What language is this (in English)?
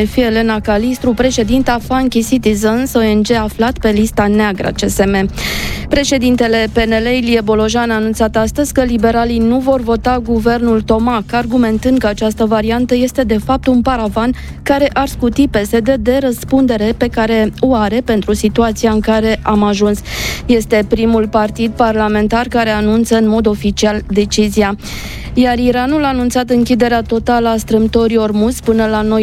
Romanian